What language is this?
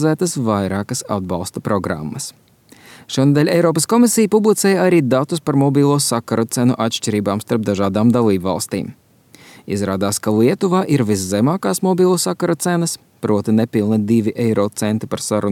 Latvian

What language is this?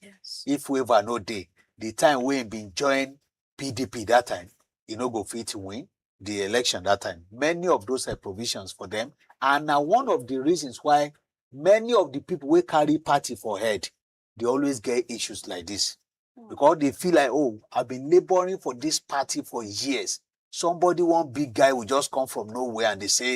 Nigerian Pidgin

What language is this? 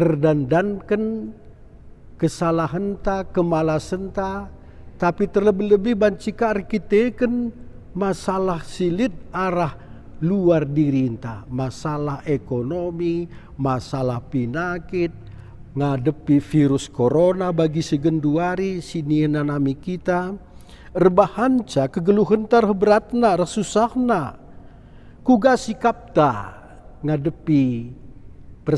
Batak Karo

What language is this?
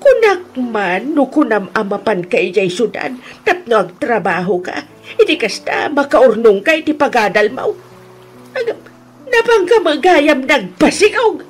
Iloko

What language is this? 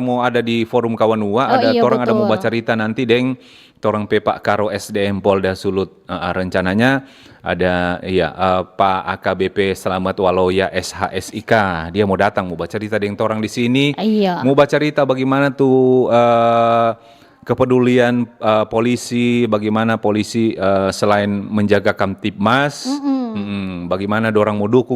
Manado Malay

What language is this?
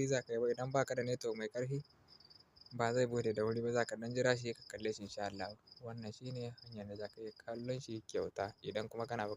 Hausa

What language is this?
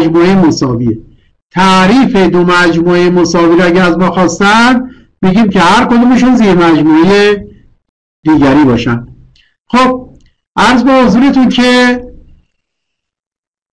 Persian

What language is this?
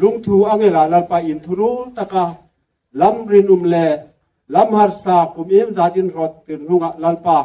Hmar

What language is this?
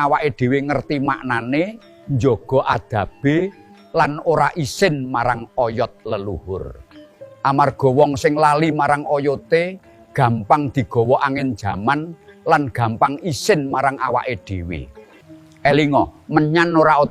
Javanese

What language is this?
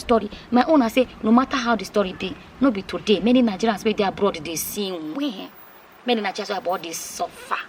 Nigerian Pidgin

